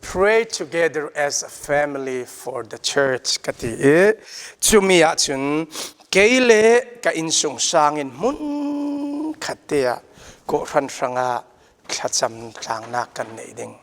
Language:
Falam Chin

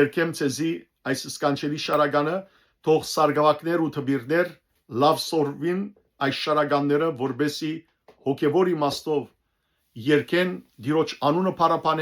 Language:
Western Armenian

